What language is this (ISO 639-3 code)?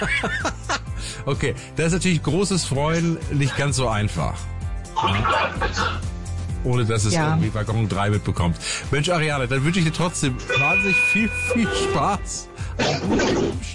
deu